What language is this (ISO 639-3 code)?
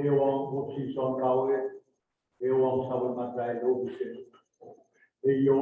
pon